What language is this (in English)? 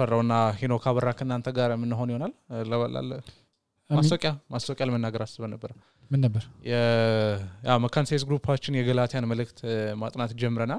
Amharic